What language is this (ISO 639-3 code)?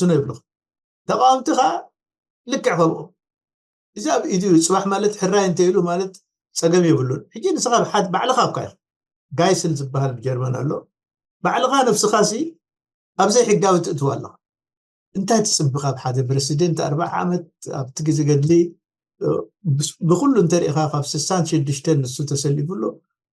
tir